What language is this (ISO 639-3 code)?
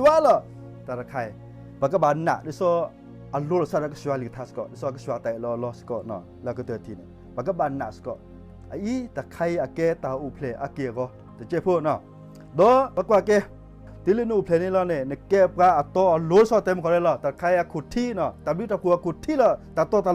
ksw